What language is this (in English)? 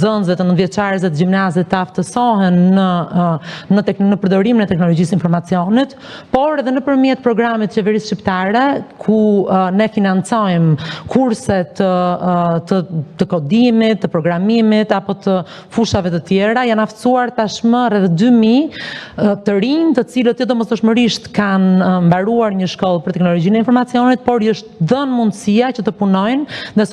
Albanian